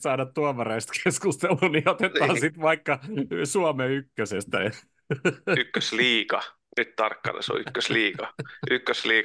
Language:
Finnish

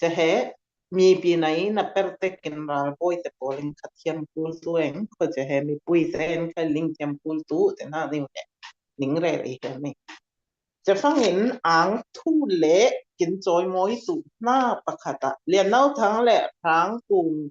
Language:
Falam Chin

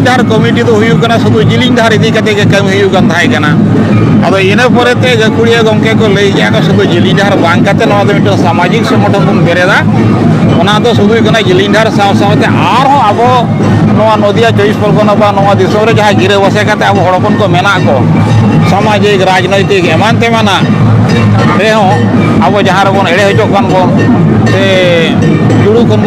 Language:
Santali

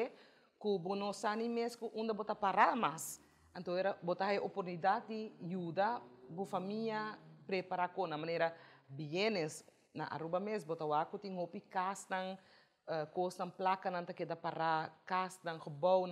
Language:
Papiamento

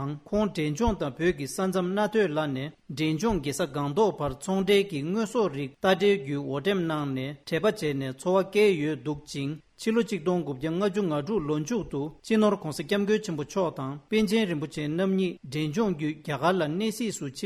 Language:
Tibetan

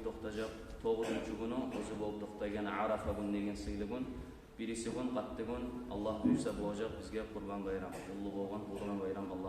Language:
Kumyk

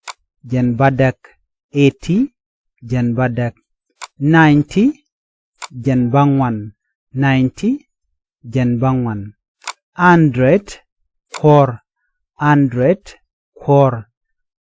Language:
Nuer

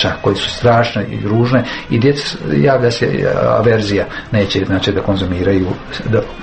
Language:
Croatian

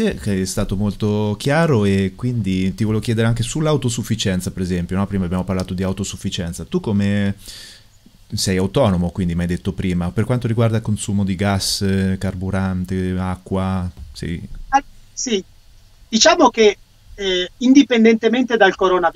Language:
Italian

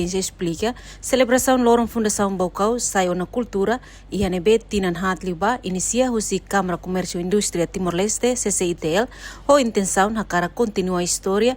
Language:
Tetum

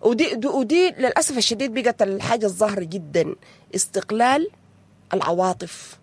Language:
Sudanese Arabic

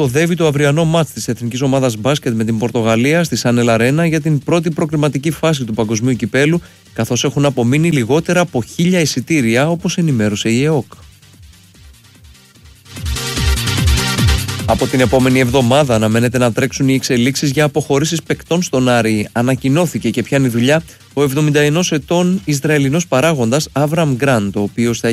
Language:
Greek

